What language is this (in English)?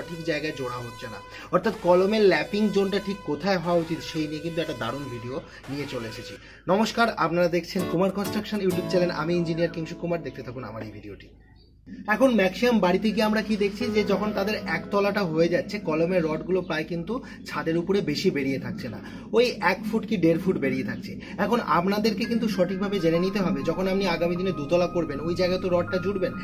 Bangla